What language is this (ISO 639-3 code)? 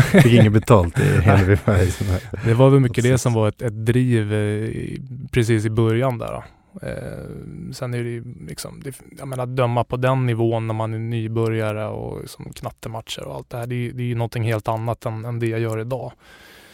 swe